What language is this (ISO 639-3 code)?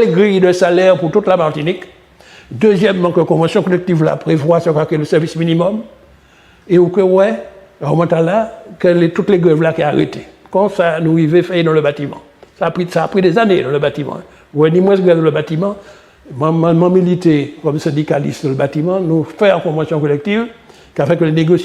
gcf